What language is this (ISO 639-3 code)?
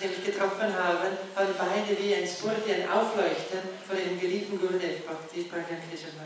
deu